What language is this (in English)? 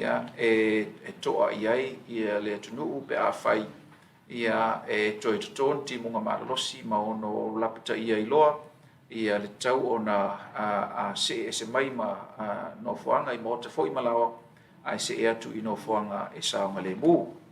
Samoan